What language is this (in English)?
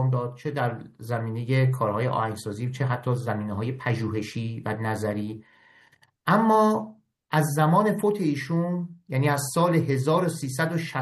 Persian